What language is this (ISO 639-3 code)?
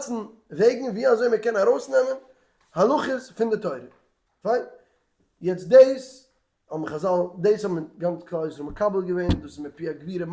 yid